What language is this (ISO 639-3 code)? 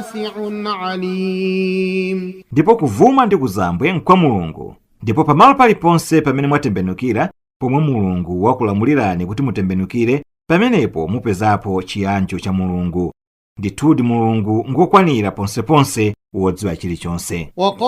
nya